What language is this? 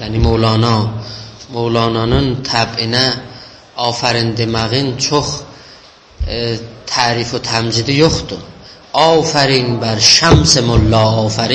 South Azerbaijani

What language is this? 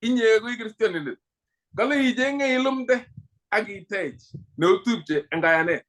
Kalenjin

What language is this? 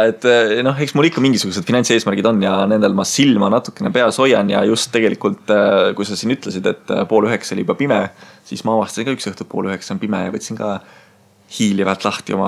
Estonian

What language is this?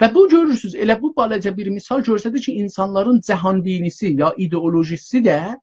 South Azerbaijani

